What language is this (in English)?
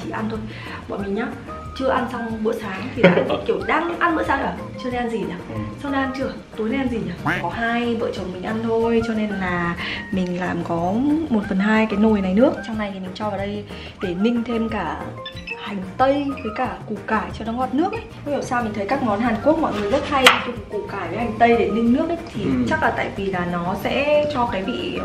Vietnamese